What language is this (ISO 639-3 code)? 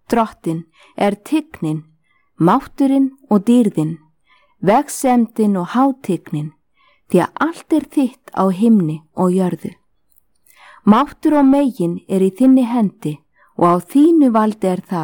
isl